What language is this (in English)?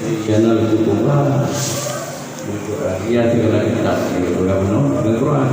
Achinese